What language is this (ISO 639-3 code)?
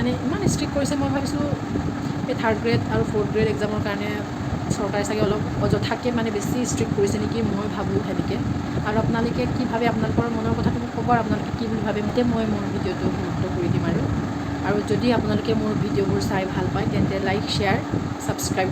asm